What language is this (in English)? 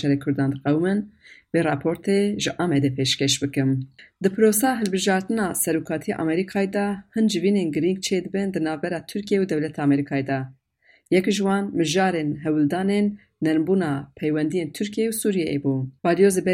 Kurdish